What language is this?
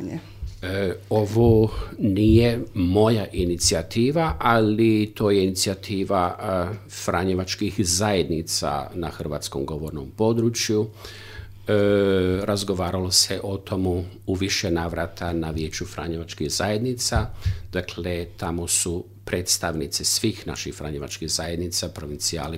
Croatian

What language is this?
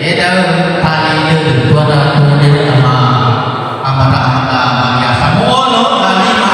Nias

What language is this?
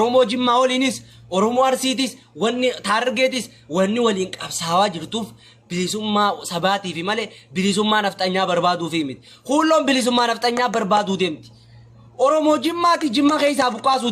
Oromo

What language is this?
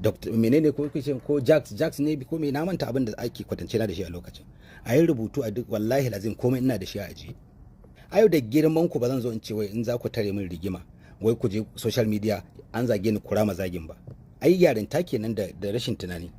Hausa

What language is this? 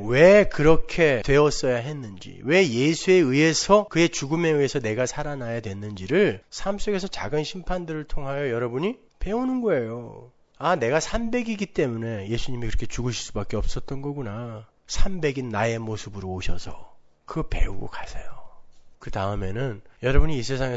Korean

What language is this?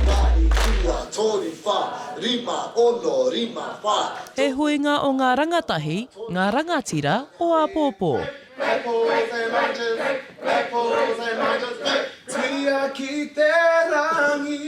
Māori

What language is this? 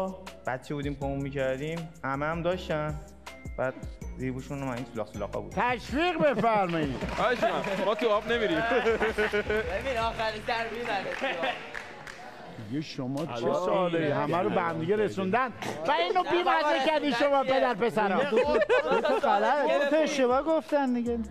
Persian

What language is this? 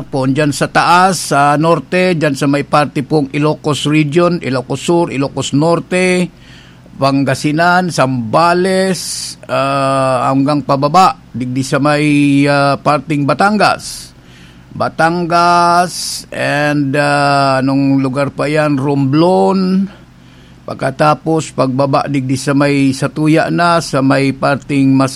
Bikol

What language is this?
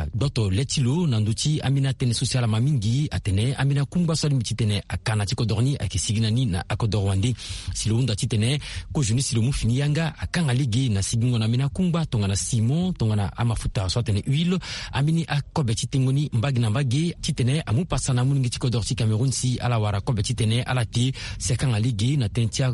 Sango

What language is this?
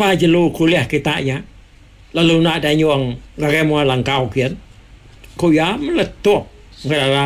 Iban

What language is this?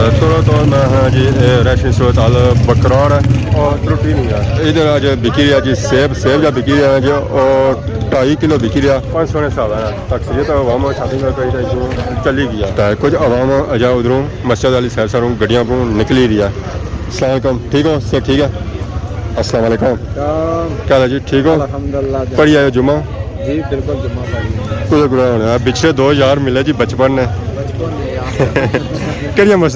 Pahari-Potwari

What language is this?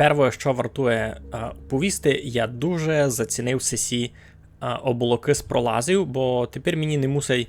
Rusyn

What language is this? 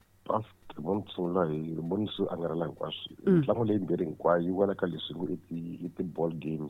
Tsonga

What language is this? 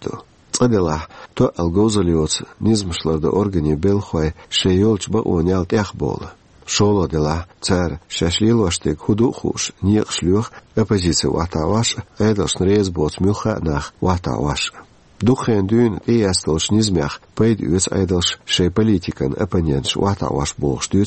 Chechen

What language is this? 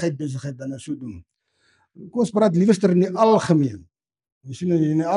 Afrikaans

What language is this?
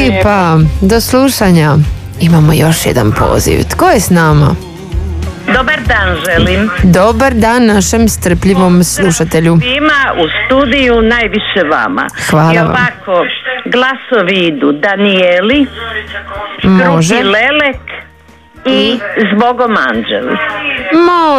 Croatian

